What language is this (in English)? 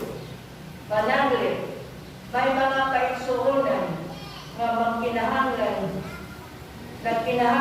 Cebuano